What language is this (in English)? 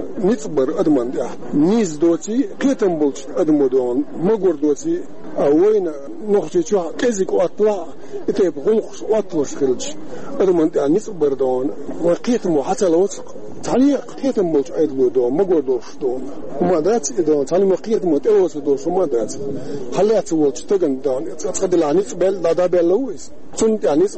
Chechen